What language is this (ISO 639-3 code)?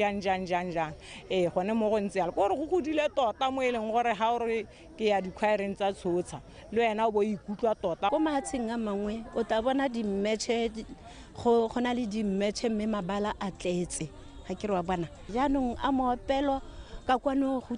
tsn